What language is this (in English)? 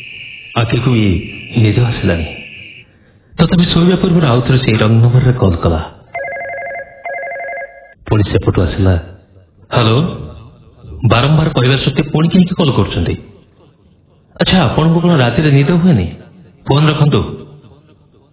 Odia